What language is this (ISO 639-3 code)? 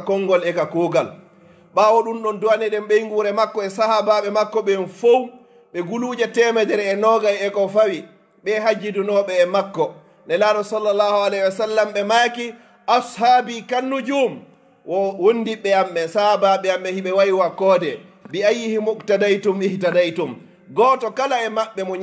ful